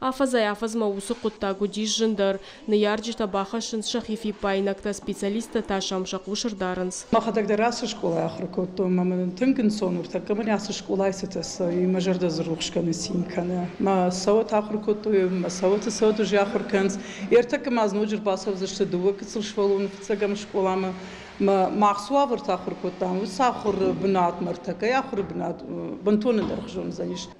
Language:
Ossetic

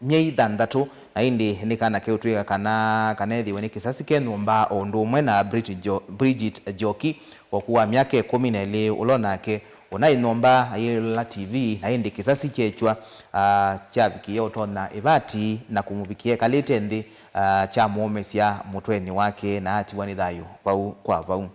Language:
Kamba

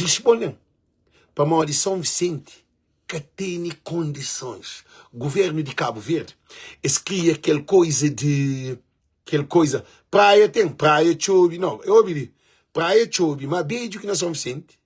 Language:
Kabuverdianu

